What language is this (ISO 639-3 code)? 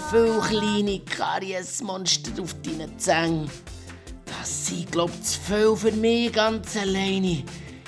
gsw